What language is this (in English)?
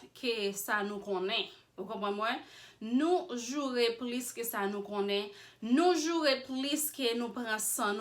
Haitian Creole